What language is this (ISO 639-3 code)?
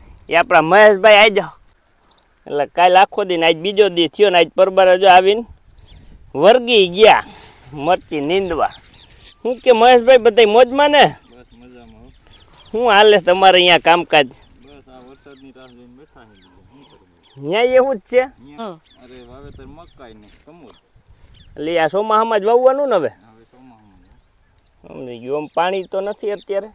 guj